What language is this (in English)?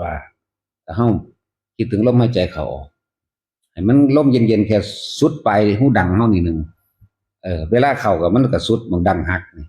Northeastern Thai